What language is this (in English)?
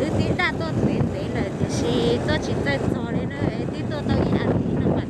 Hmong